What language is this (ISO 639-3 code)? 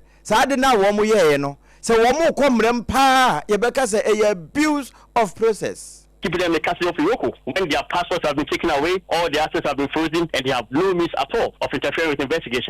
aka